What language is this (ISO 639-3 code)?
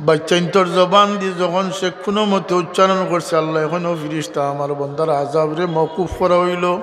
syl